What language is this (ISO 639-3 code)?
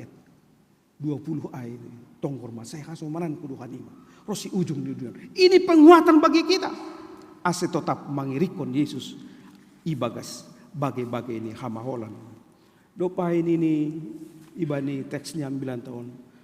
bts